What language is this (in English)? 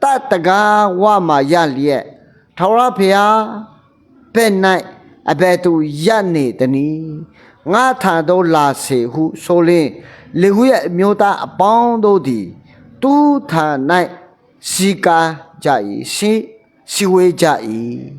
Akha